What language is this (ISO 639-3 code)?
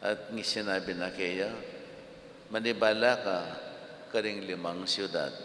pam